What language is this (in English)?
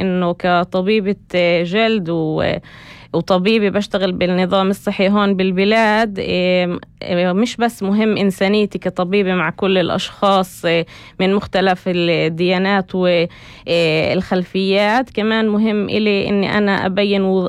North Levantine Arabic